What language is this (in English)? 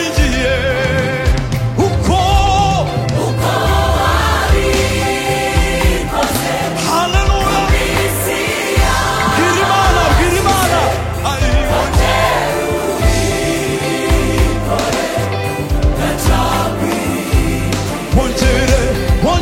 Kinyarwanda